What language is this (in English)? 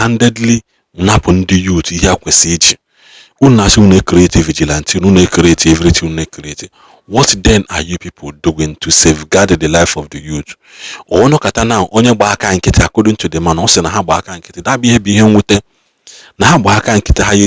Igbo